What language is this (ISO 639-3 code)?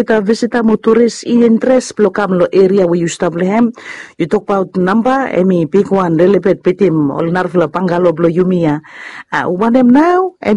bis